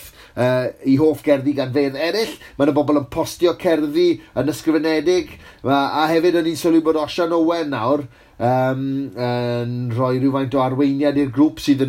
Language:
Welsh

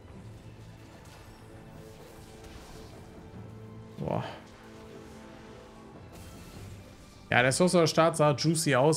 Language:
German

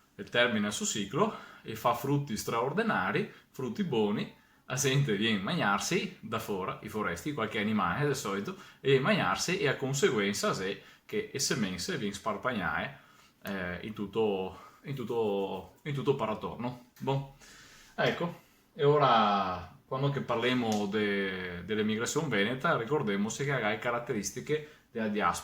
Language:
Venetian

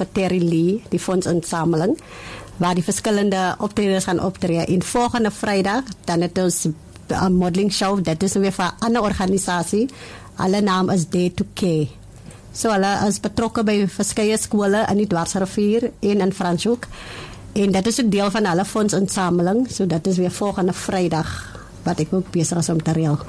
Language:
Afrikaans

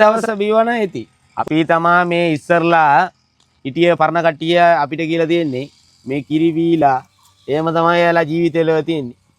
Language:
Sinhala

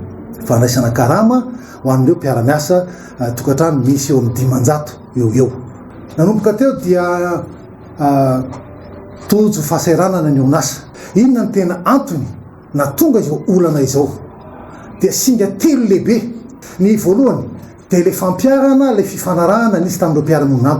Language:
Malagasy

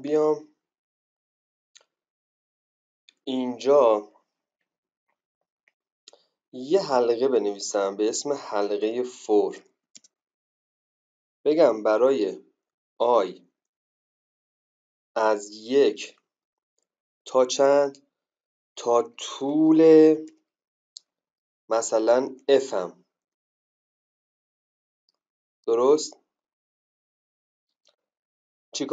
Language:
Persian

